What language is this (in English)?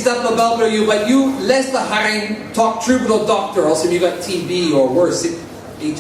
Tok Pisin